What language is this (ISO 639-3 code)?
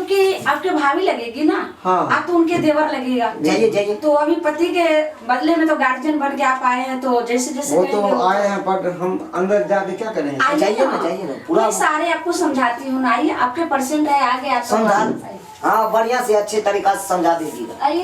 mai